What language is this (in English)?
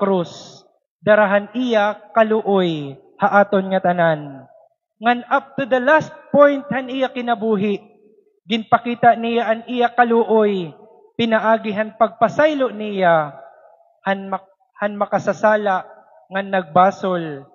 Waray